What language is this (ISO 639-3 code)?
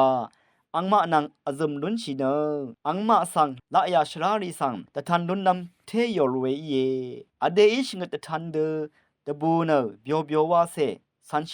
raw